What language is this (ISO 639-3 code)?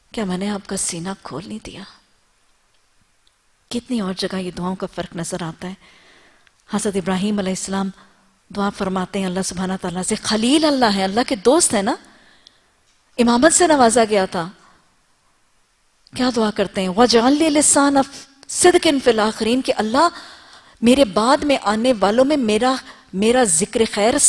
urd